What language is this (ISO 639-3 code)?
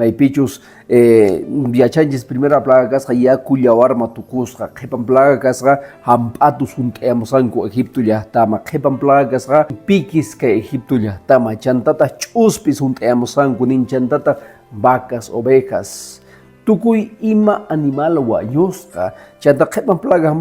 que